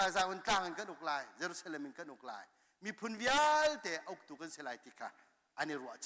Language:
Hakha Chin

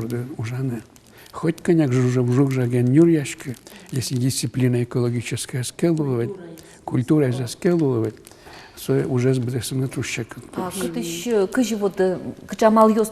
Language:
Udmurt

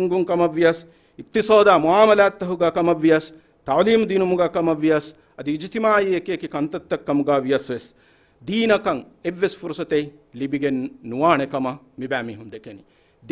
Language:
Divehi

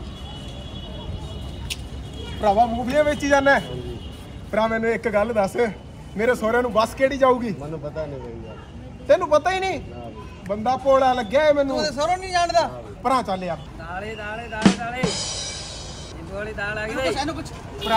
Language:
Punjabi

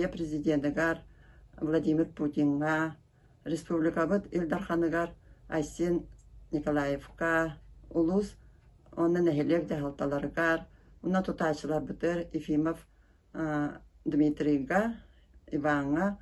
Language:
Yakut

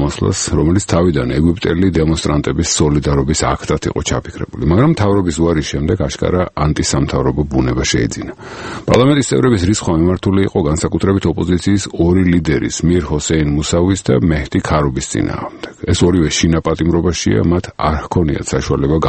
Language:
Georgian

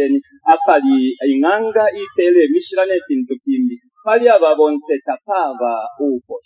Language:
Bemba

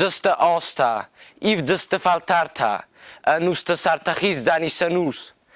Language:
Ossetic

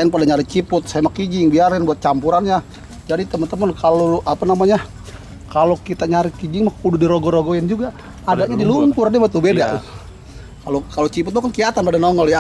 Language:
Betawi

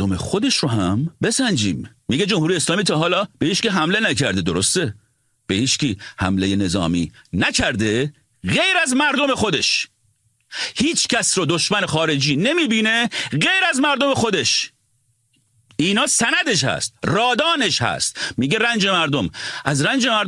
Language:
Persian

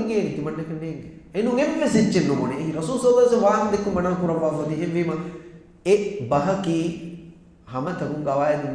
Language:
Divehi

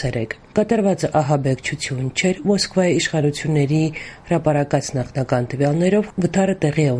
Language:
Armenian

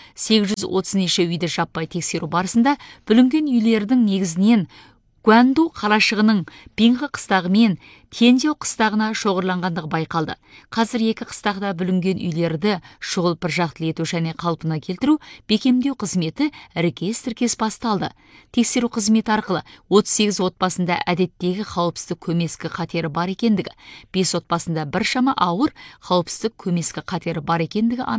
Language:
Kazakh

